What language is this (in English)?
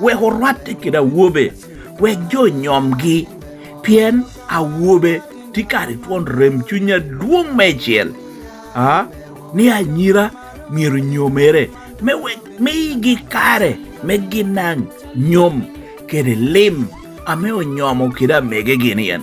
Lango (Uganda)